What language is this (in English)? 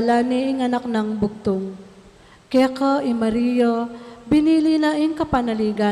Pampanga